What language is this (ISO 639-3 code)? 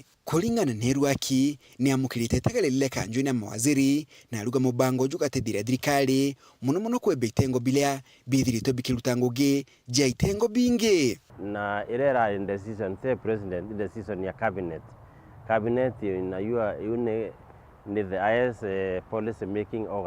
mer